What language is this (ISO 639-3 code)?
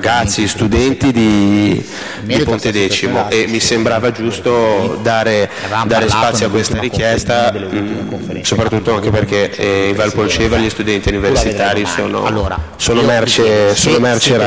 ita